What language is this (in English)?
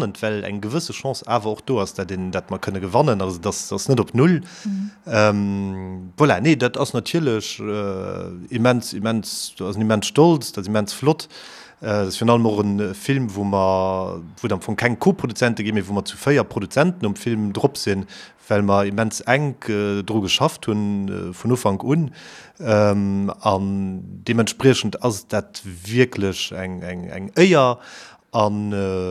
Luxembourgish